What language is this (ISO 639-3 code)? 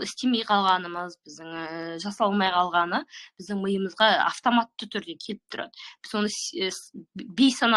kaz